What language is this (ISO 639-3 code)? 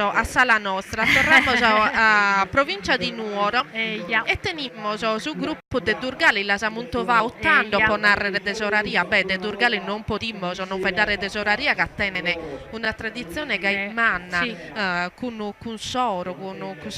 srd